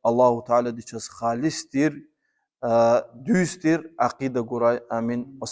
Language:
Lezghian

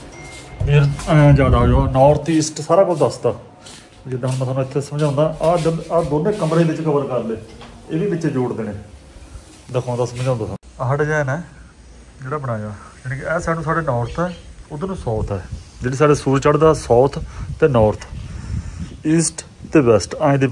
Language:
Punjabi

